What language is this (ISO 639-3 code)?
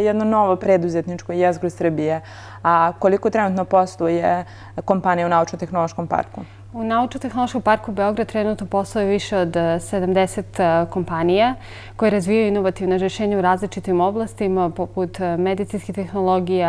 srp